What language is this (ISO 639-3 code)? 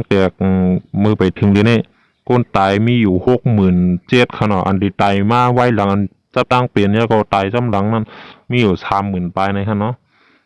shn